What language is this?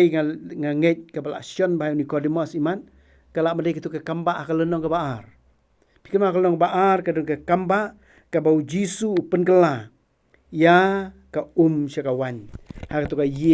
Khasi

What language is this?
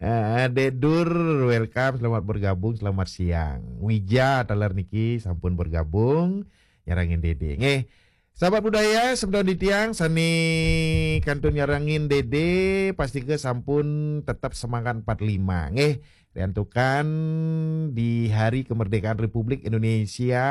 Balinese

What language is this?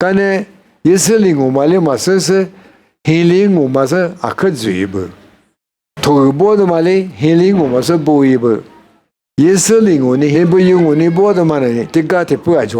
Lisu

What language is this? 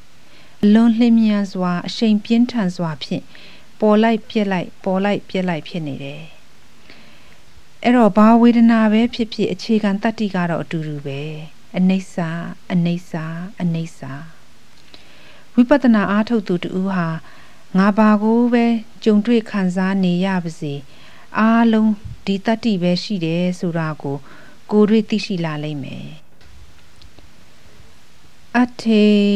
Burmese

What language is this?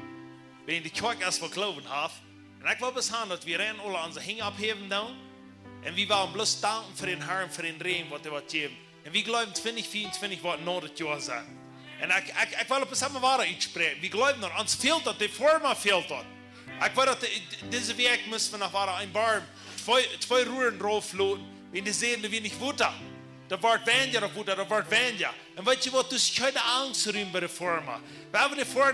Plautdietsch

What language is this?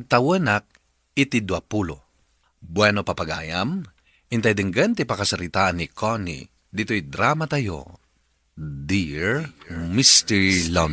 Iloko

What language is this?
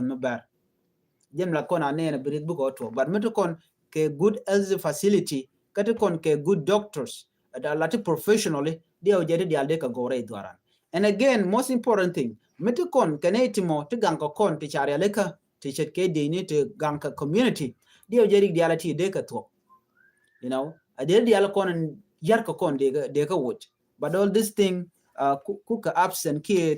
Nuer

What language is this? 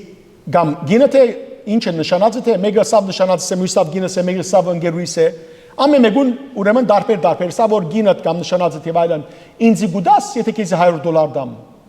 Western Armenian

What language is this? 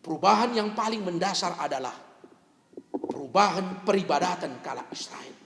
Batak Karo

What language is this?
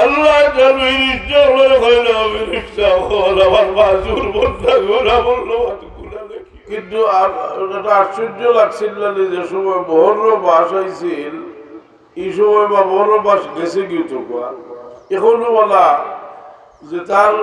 Sylheti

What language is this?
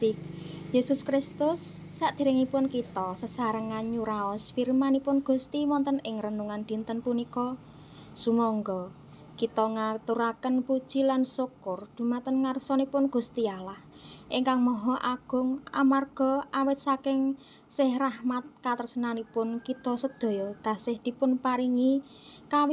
Javanese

